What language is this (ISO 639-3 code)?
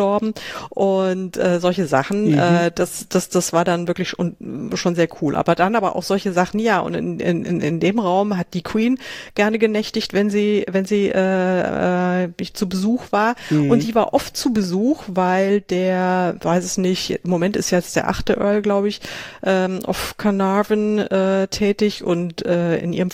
deu